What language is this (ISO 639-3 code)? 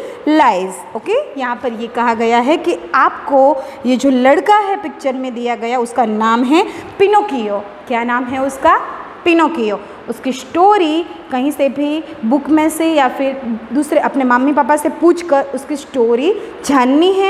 hin